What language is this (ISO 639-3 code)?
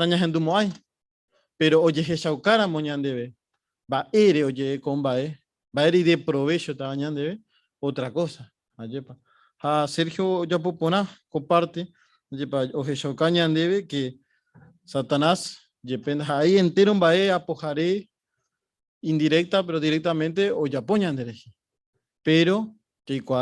grn